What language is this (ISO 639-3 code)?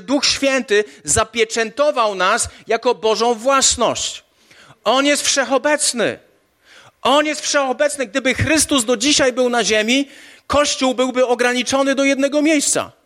pol